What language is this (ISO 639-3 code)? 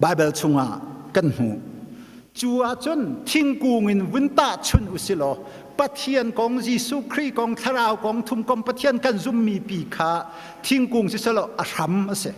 cnh